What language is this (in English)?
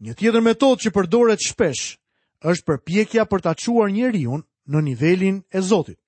Albanian